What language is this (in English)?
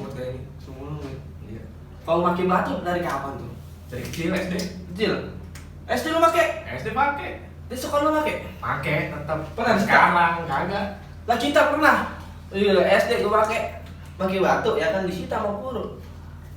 Betawi